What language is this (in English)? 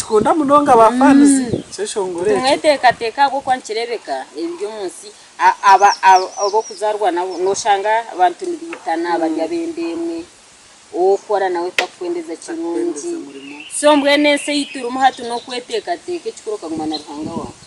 Nyankole